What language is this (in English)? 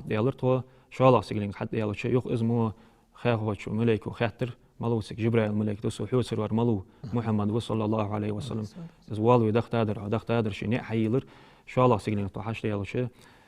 Ingush